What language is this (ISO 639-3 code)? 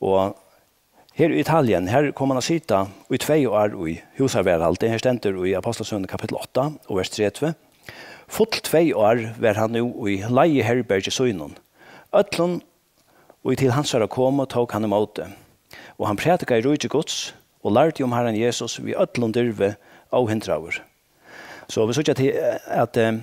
fao